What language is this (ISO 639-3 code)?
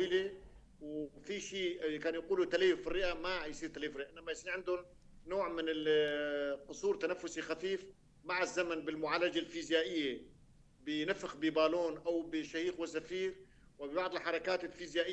apc